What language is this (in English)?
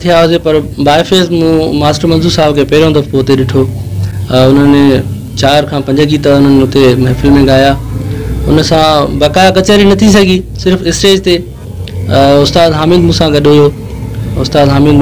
Sindhi